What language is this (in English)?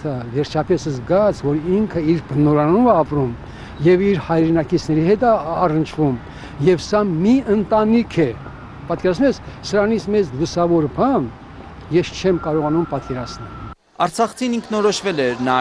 Armenian